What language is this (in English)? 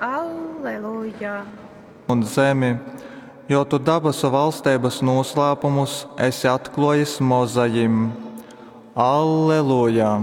Latgalian